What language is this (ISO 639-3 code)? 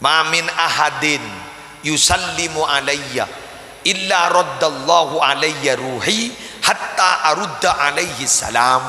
mad